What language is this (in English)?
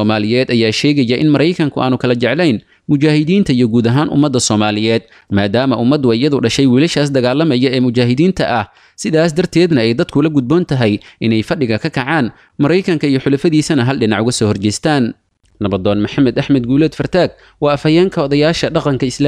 Somali